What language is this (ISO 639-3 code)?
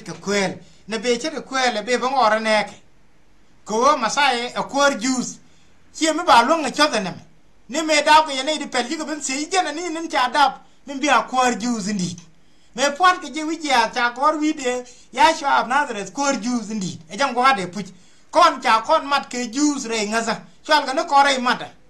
nus